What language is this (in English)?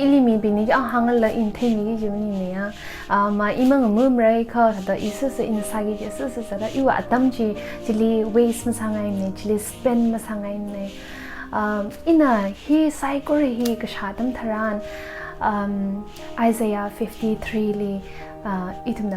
Tangkhul Naga (India)